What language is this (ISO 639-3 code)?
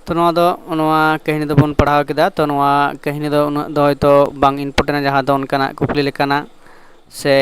sat